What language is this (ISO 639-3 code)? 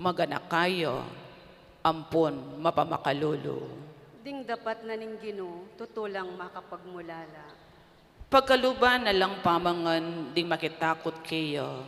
pam